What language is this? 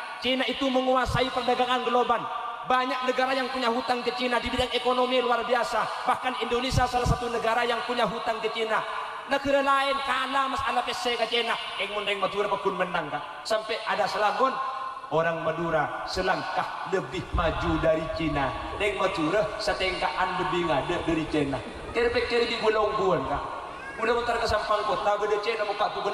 Madurese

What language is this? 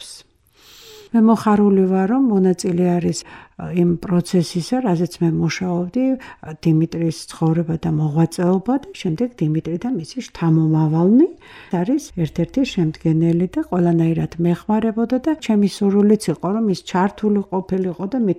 Georgian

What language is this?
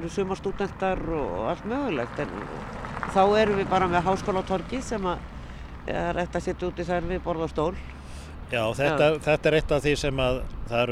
Icelandic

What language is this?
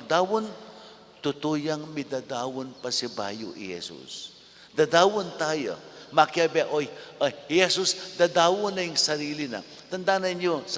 Pampanga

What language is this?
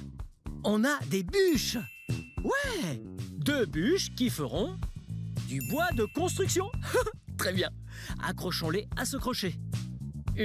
French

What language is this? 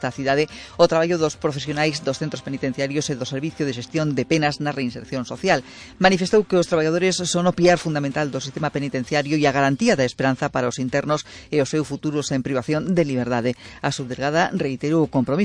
Galician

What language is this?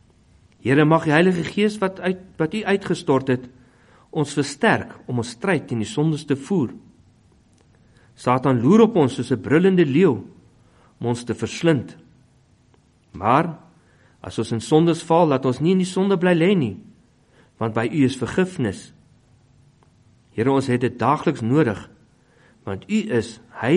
Afrikaans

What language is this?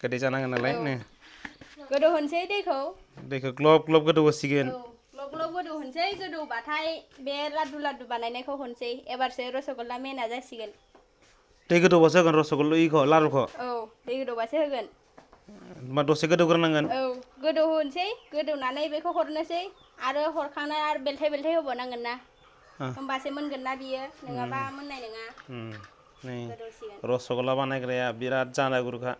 Bodo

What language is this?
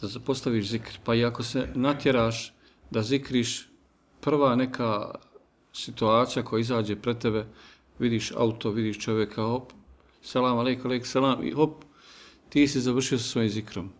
Bosnian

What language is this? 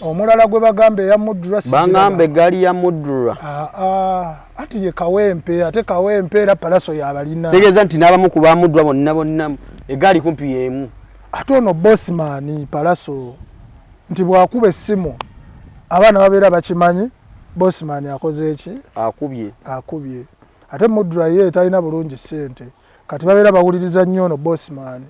Ganda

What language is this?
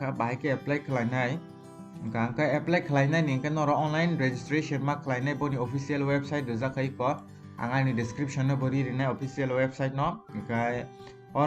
Kok Borok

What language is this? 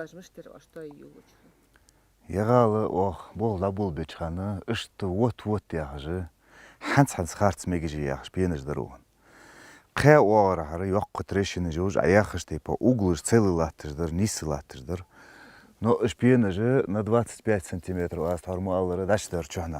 Ingush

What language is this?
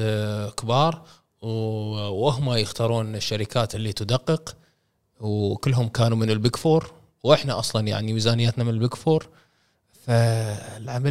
Gulf Arabic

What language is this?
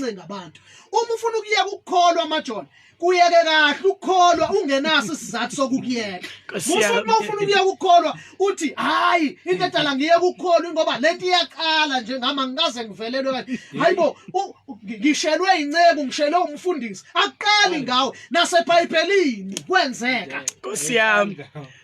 Zulu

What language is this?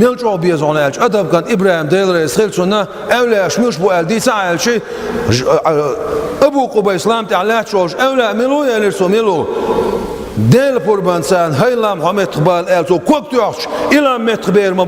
Chechen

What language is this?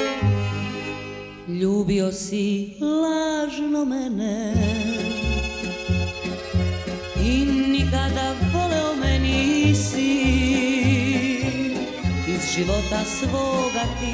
Serbian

